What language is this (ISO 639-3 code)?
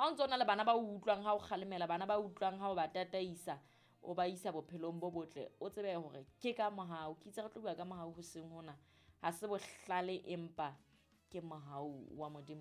sot